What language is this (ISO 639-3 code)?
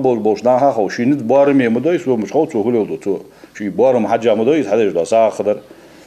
inh